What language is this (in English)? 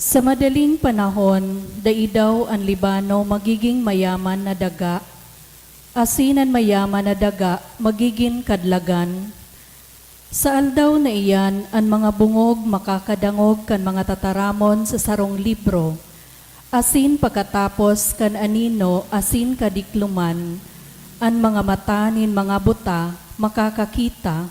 Bikol